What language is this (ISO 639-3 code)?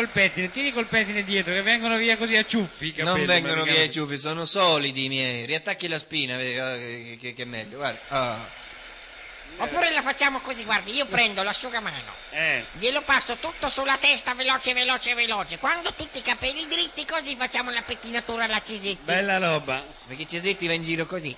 ita